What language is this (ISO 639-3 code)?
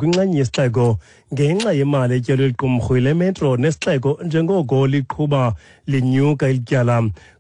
xho